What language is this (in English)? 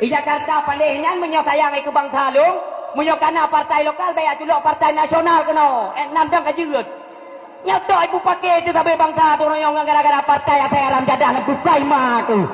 Achinese